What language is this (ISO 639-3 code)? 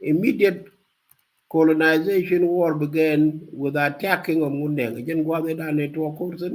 nus